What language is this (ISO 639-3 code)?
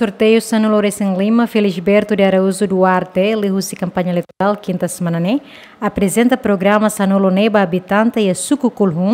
tet